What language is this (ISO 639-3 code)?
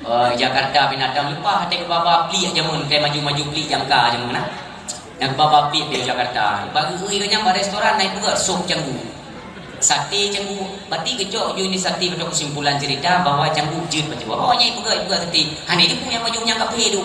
ace